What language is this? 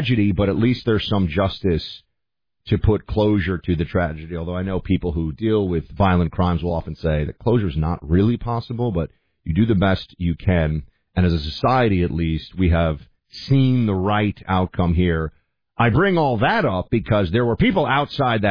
English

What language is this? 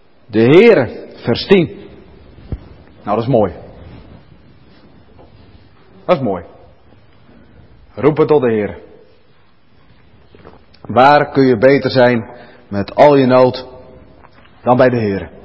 Dutch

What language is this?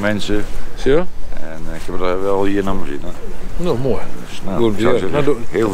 Western Frisian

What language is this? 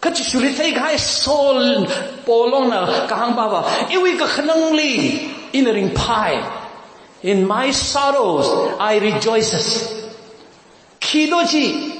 Tangkhul Naga (India)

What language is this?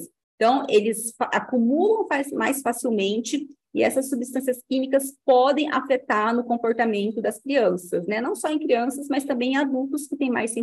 Portuguese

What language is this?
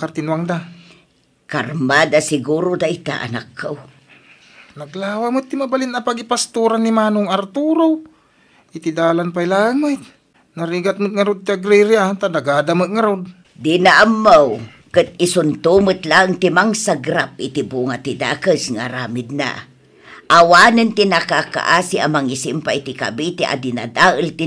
Iloko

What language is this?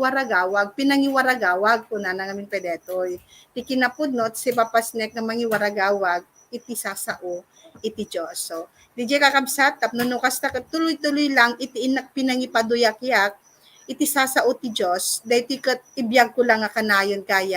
Iloko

